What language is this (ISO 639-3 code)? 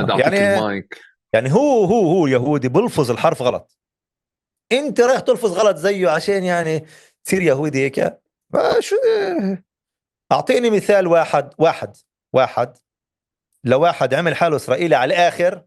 apc